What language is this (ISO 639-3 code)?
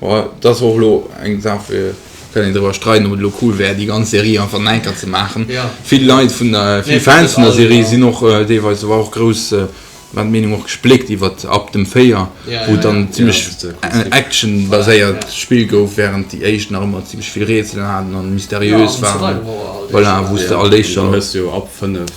ltz